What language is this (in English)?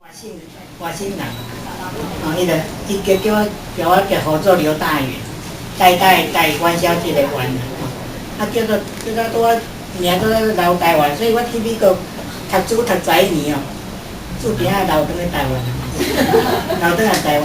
Min Nan Chinese